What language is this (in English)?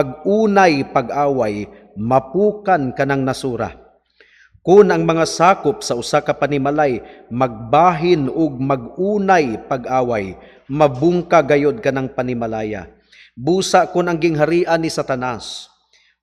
Cebuano